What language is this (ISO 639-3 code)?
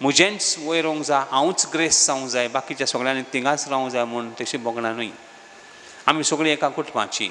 kok